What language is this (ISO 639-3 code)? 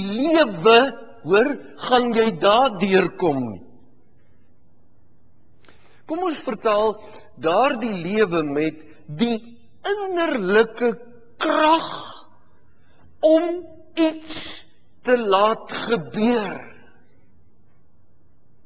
afr